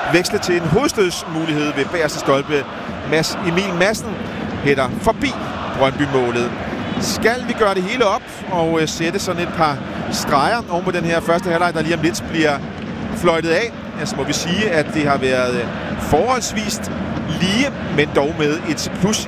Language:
Danish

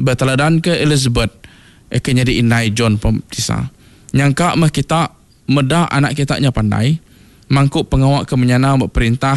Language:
Iban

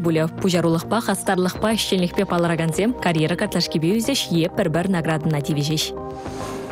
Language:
Chuvash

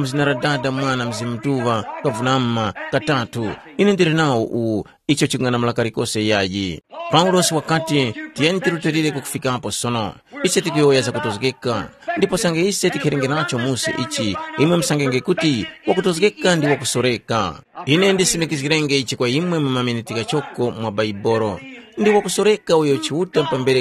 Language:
Tumbuka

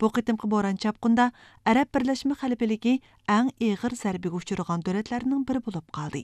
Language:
Uyghur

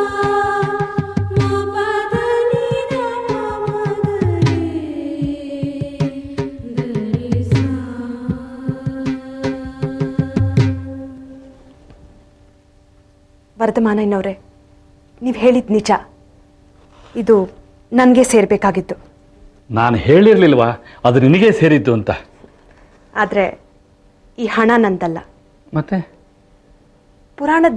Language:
Kannada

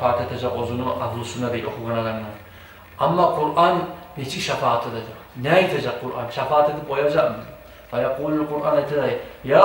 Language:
Kumyk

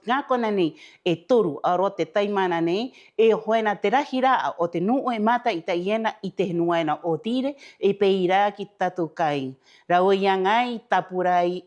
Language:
Rapanui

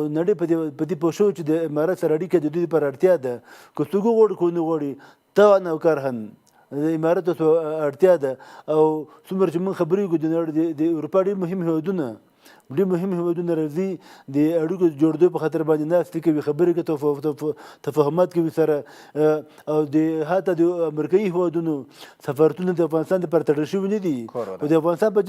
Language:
Pashto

